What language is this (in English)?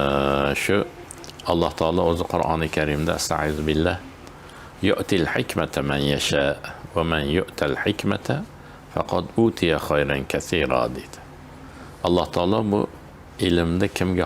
Uzbek